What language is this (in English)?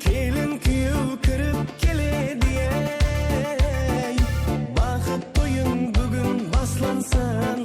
Kara-Kalpak